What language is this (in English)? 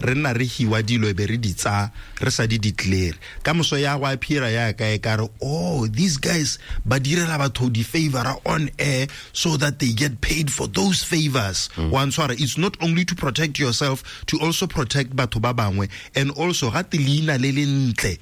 Tswana